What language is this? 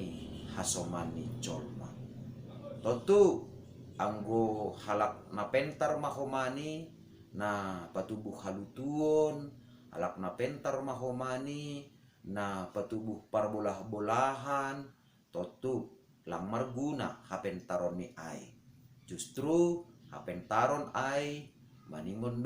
Batak Simalungun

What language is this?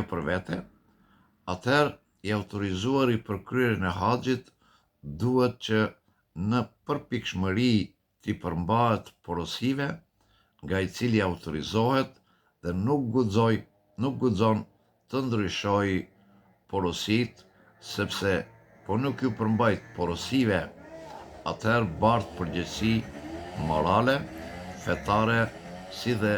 Albanian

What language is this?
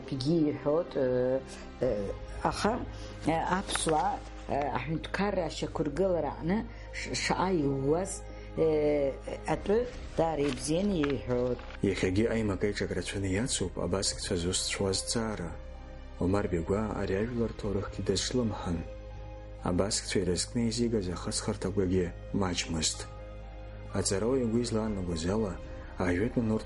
Abkhazian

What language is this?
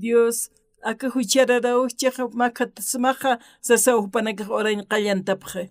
Aymara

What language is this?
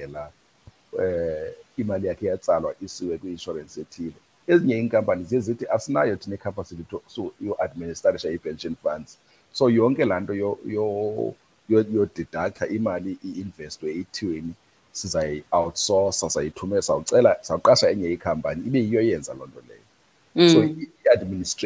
Xhosa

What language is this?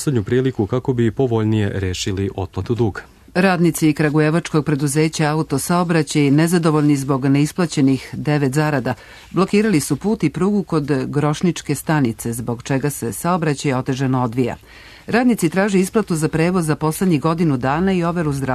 Serbian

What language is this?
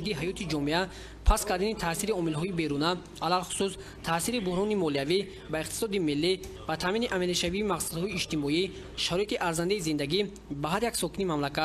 Tajik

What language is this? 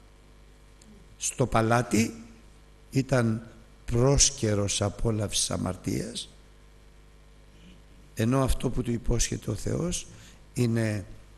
Greek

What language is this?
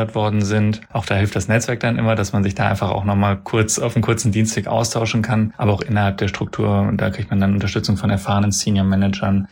German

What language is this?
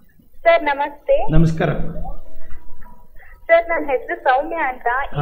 Kannada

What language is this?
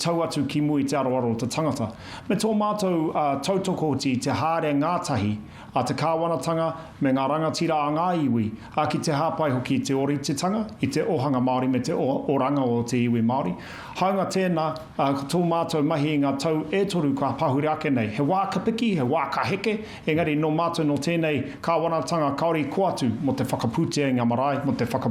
Māori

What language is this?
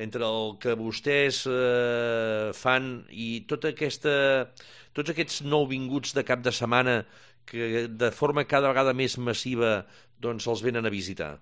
Catalan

